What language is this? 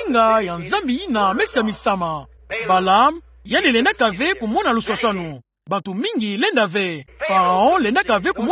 Kituba (Democratic Republic of Congo)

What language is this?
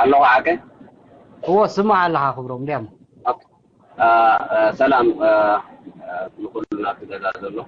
Tigrinya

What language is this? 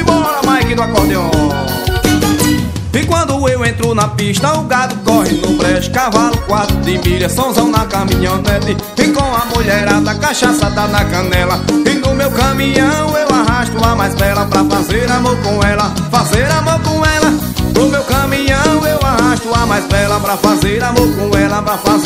Portuguese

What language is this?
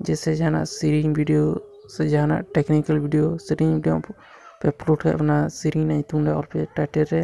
Santali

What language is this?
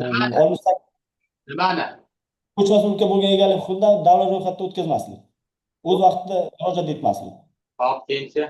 Uzbek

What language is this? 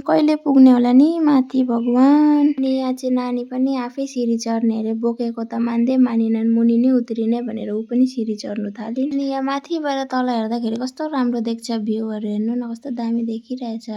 Nepali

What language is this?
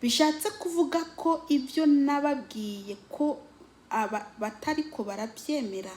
Rundi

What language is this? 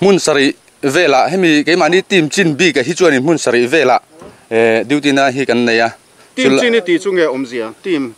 Mizo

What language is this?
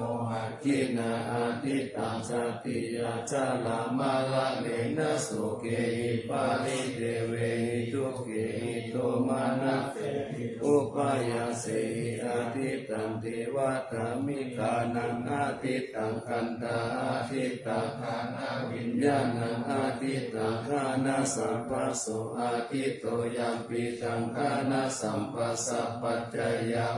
Pali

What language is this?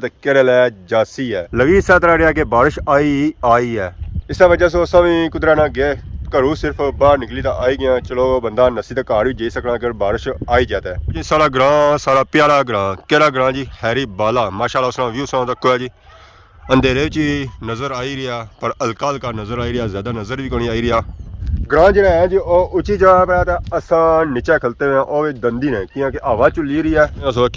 Pahari-Potwari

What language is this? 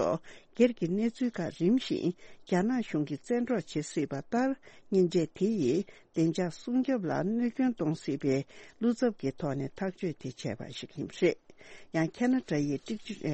Tibetan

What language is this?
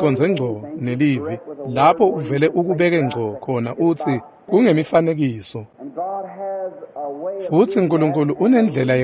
Swati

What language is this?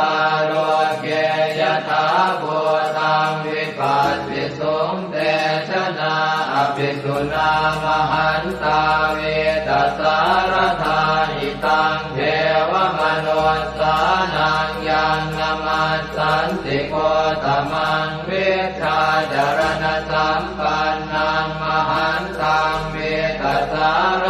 Pali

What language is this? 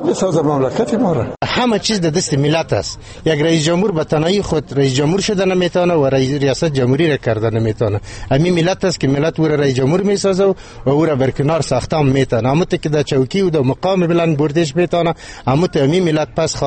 Persian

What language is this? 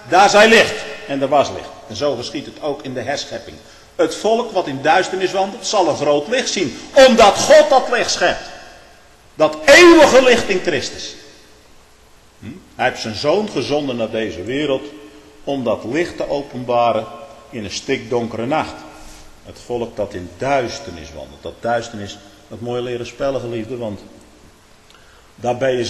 Dutch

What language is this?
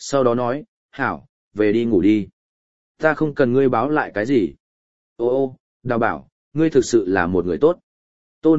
Vietnamese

